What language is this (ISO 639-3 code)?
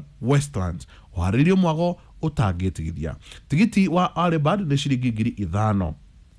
kik